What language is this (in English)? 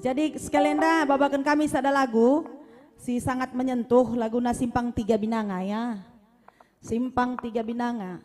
Batak Karo